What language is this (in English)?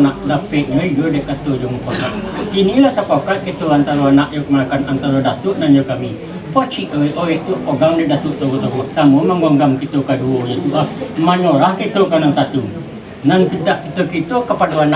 Minangkabau